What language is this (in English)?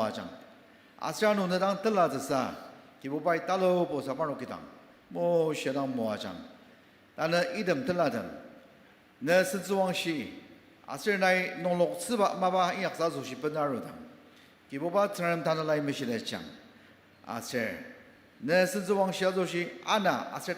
Ao Naga